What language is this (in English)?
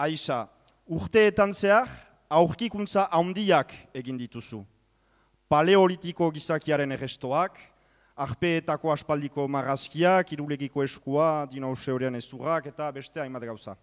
Basque